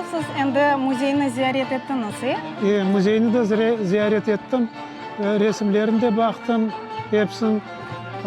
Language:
Crimean Tatar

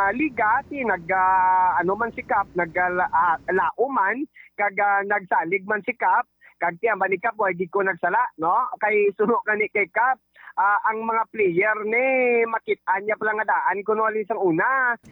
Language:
Hiligaynon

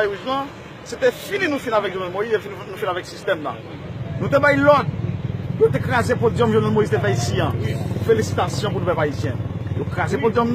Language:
Haitian Creole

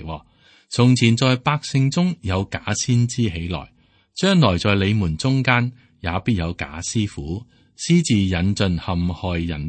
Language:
Cantonese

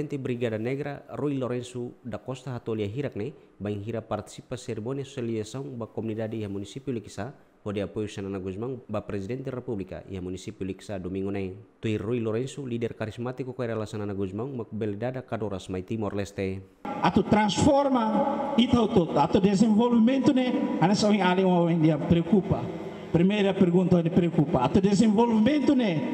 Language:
Tetum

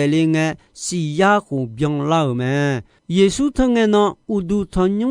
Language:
Akha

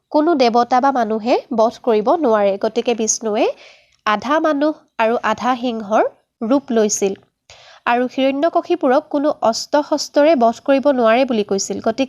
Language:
Assamese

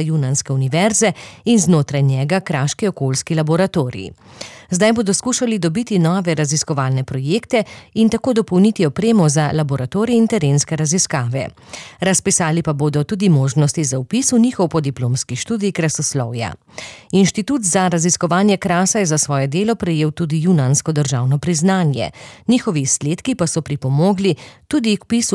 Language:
Slovenian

